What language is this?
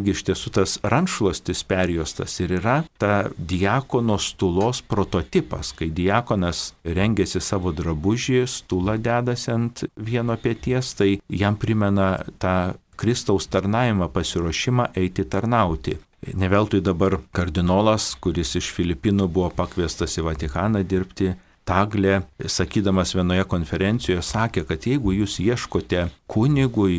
Lithuanian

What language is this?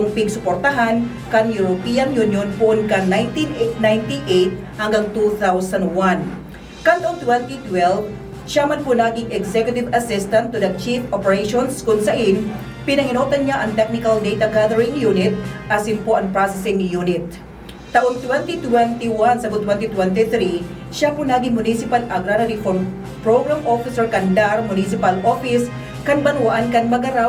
Bikol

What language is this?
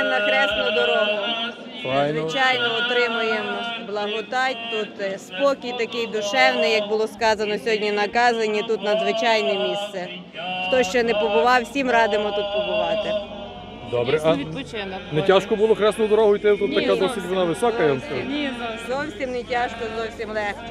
Ukrainian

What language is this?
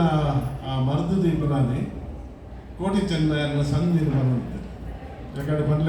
Tulu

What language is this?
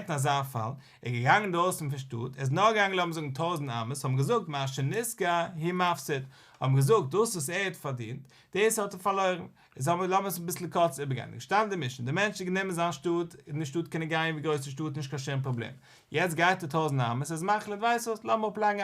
Yiddish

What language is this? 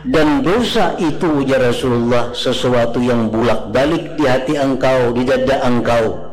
Banjar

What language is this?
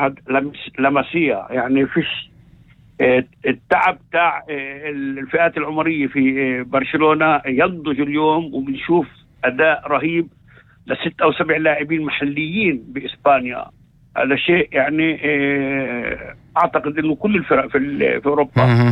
North Levantine Arabic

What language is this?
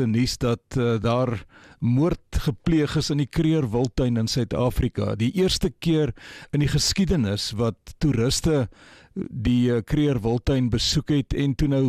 Afrikaans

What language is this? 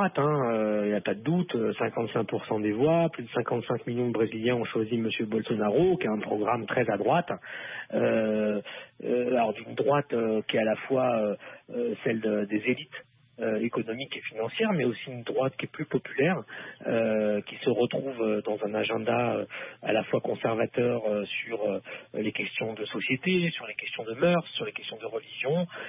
French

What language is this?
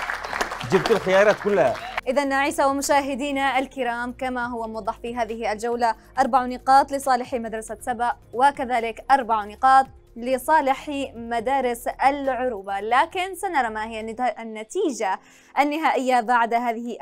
Arabic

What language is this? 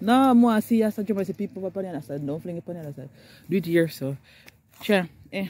Jamaican Creole English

